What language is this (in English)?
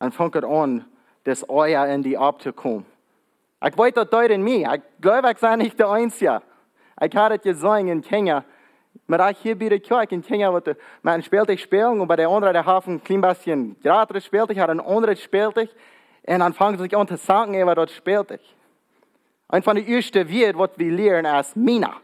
Plautdietsch